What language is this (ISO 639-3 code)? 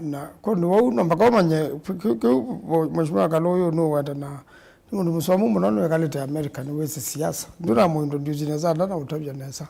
kam